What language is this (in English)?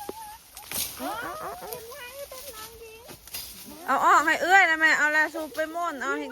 Lao